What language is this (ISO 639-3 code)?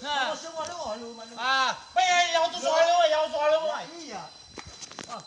nia